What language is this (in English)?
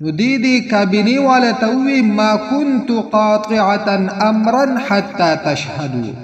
Pashto